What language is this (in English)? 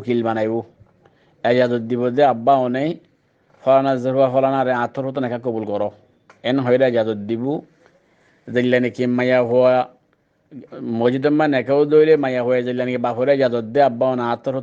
Rohingya